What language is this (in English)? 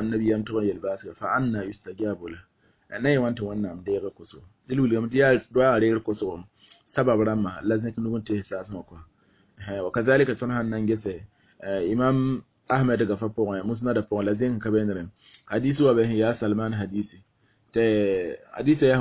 Mossi